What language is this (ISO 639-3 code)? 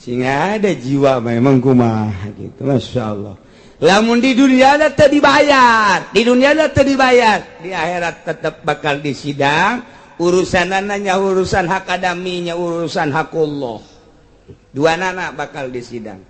sun